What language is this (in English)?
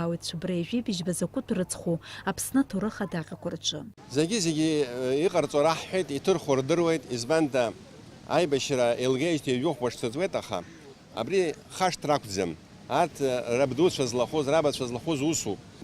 Abkhazian